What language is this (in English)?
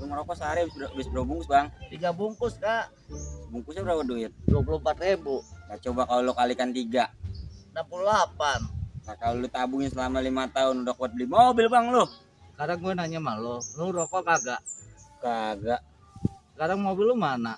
Betawi